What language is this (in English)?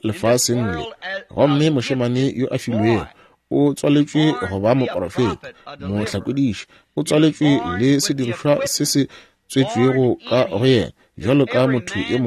Northern Sotho